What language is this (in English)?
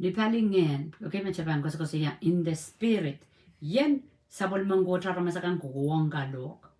Pohnpeian